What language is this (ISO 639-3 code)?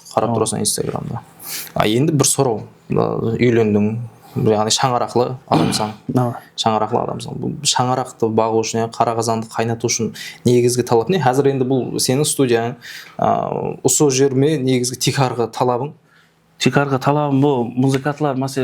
kaa